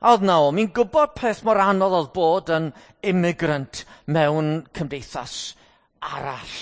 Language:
Welsh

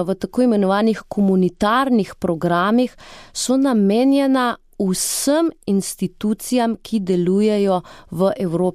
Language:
Slovenian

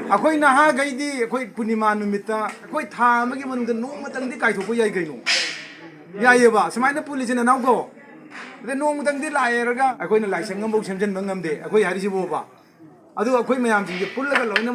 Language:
Manipuri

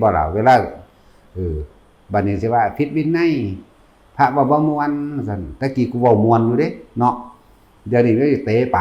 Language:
Northeastern Thai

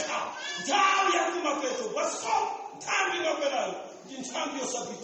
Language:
Nyanja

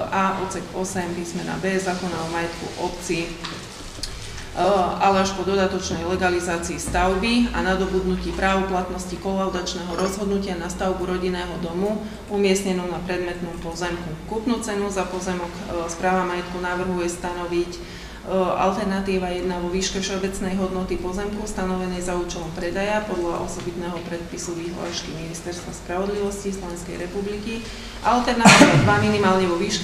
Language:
Slovak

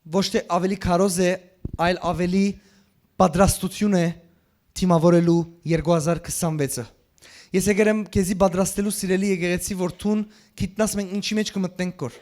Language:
Western Armenian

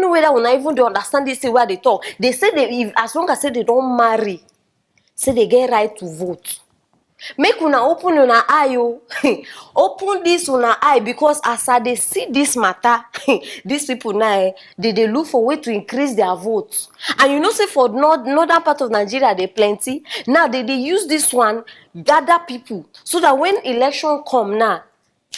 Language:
Nigerian Pidgin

